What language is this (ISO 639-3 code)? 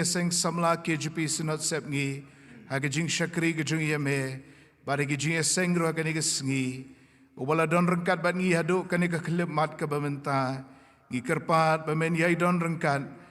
kha